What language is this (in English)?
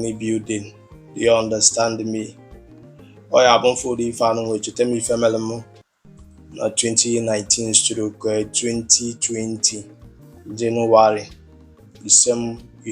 Igbo